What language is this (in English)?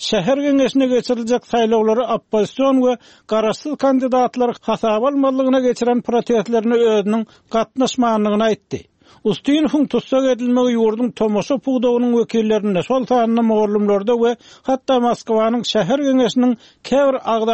Turkmen